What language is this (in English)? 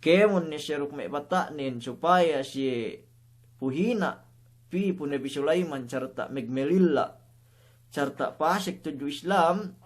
Yakan